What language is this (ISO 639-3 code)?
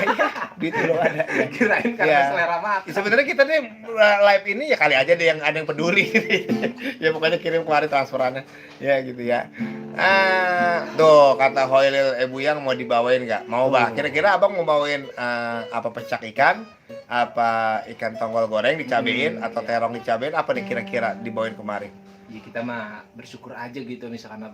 bew